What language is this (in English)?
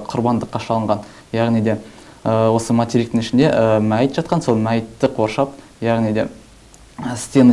Kazakh